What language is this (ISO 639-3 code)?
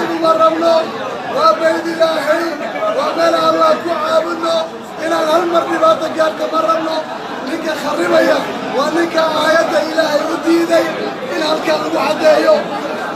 som